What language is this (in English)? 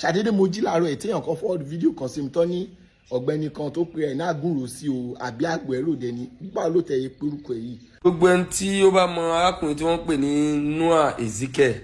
Yoruba